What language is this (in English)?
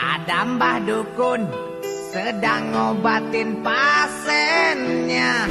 Musi